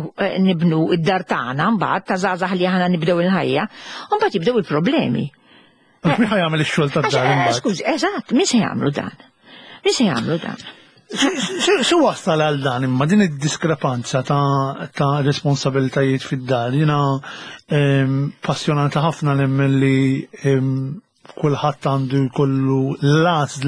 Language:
Maltese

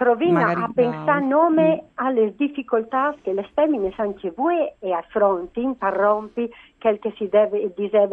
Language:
Friulian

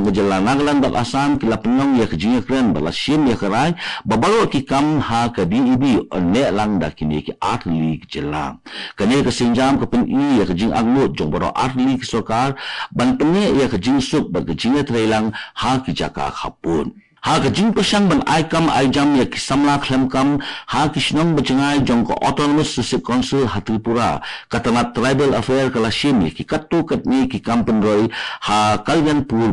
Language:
Khasi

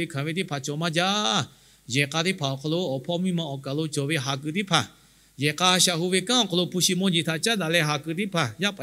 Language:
Lahu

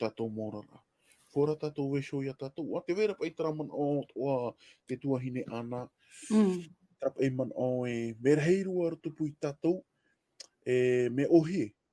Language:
Tahitian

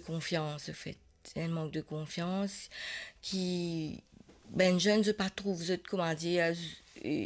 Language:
Morisyen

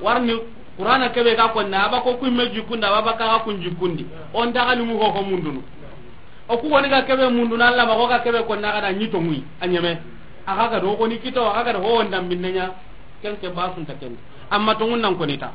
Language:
Soninke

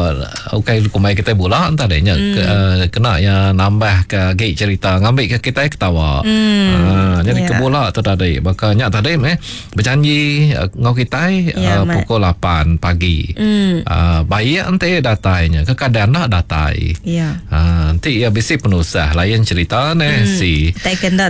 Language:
Iban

